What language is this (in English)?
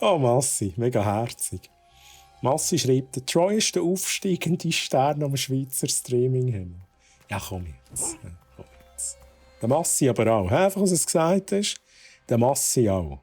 Swiss German